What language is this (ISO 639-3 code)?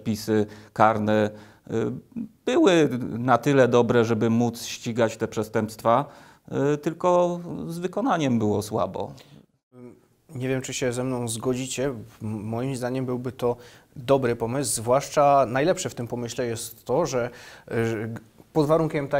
pol